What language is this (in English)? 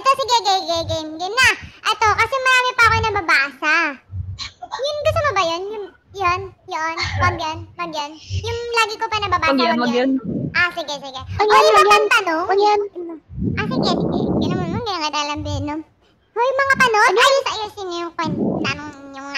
Filipino